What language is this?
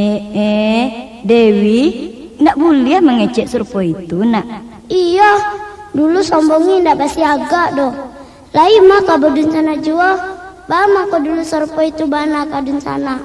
Minangkabau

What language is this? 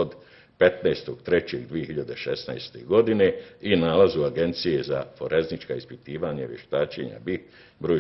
Bosnian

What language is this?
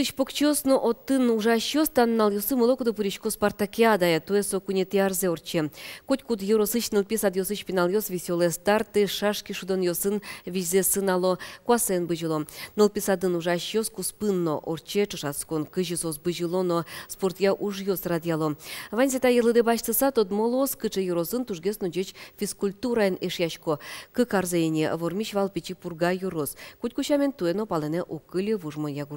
Udmurt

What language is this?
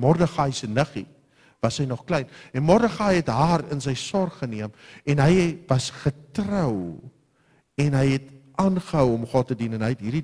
Afrikaans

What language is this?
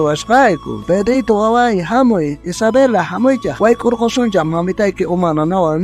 South Bolivian Quechua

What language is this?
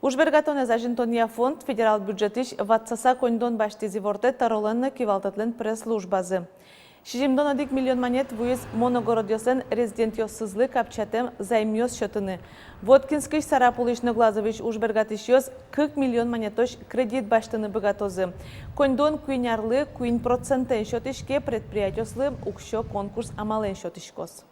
Udmurt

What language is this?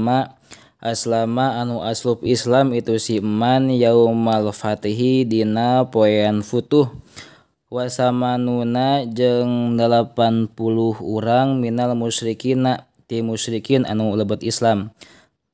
Sundanese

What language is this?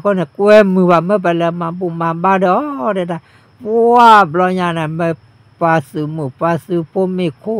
S'gaw Karen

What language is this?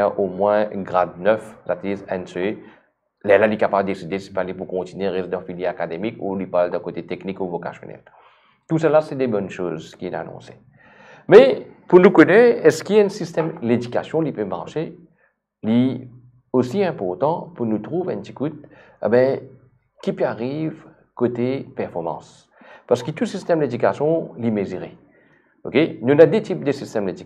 Morisyen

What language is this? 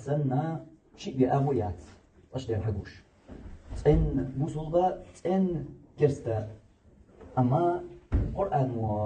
Chechen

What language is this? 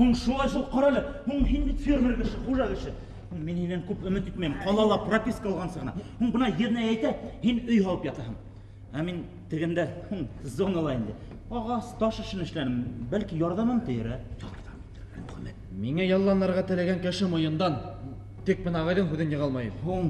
Bashkir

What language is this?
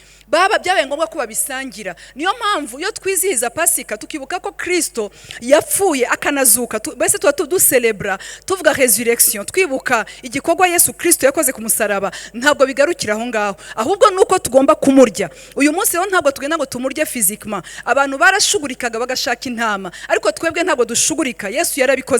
Kinyarwanda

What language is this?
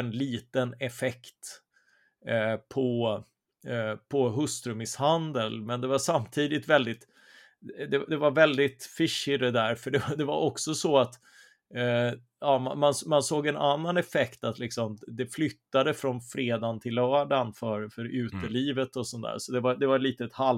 Swedish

